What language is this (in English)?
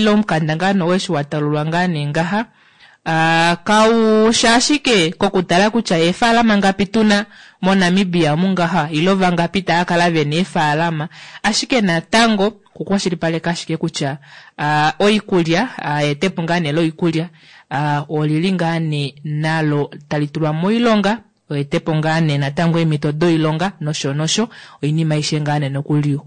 Kuanyama